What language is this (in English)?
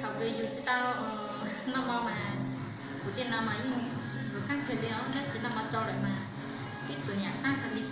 Hmong